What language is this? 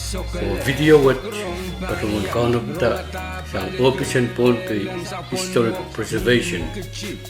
Pohnpeian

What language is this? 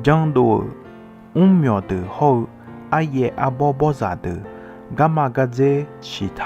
Akha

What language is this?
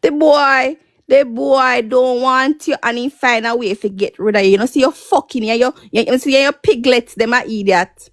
Jamaican Creole English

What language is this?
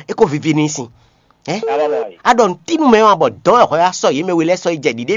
Fon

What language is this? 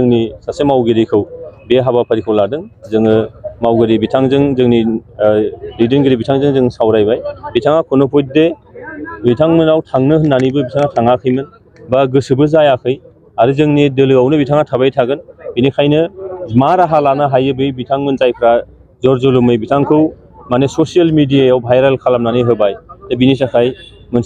Bodo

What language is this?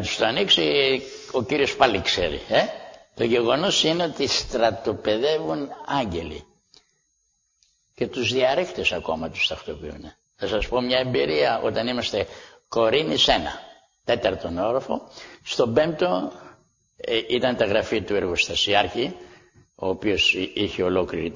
Greek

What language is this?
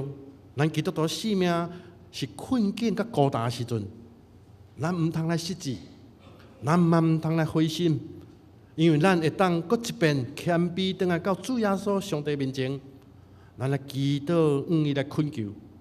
Min Nan Chinese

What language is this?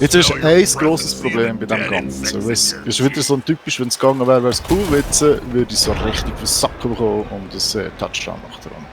Swiss German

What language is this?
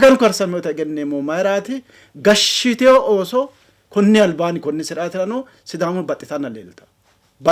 Sidamo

